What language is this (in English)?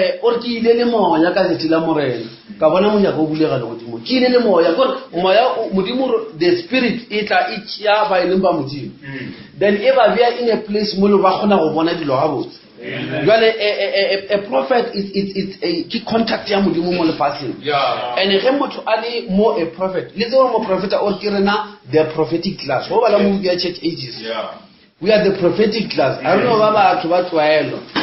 Northern Sotho